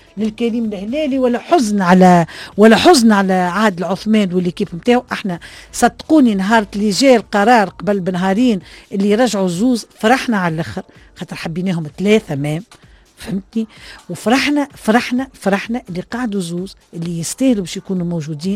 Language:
Tunisian Arabic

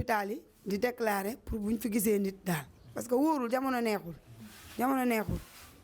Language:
Wolof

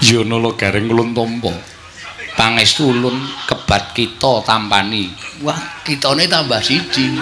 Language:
Javanese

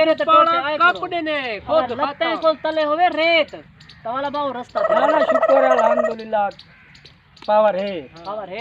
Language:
Saraiki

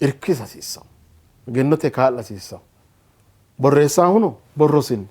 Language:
Sidamo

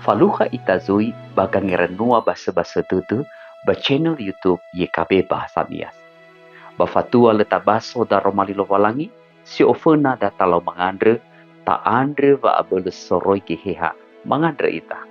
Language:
Nias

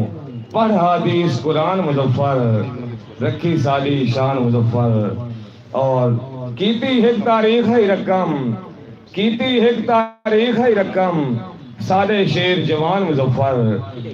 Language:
Saraiki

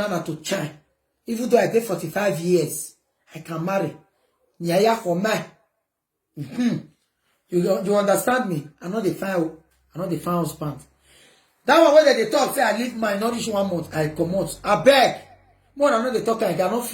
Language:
Nigerian Pidgin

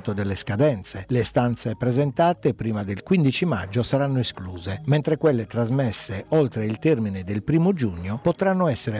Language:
Italian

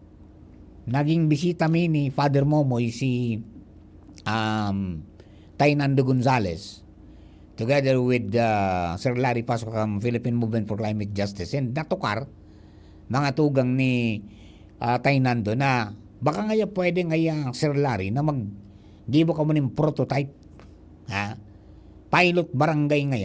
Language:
Bikol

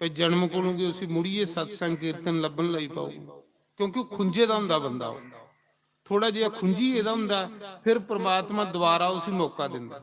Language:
Dogri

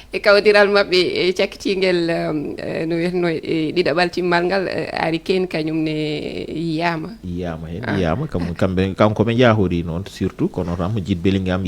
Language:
Fula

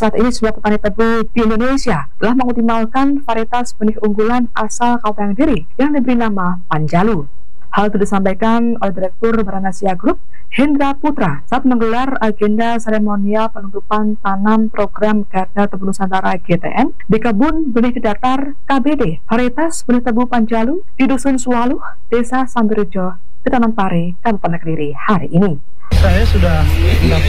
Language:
Indonesian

